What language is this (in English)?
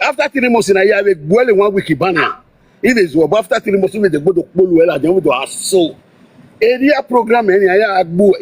Nigerian Pidgin